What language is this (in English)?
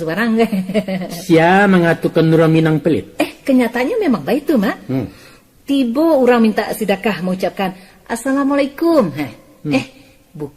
Minangkabau